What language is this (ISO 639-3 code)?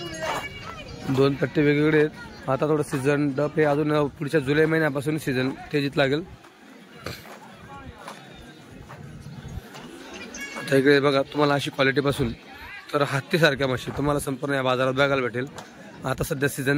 mar